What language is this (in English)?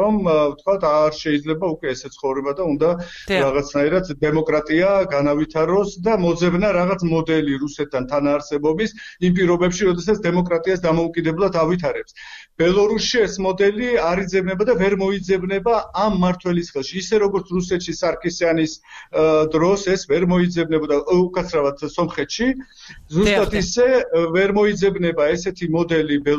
Georgian